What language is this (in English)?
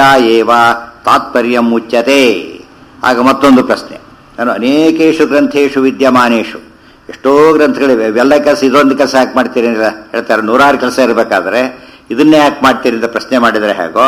Kannada